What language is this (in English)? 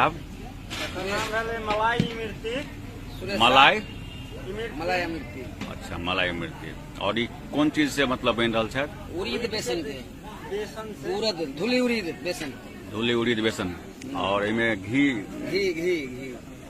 Maithili